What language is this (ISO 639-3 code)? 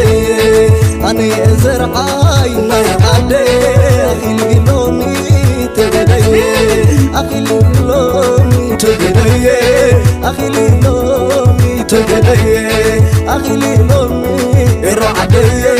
tir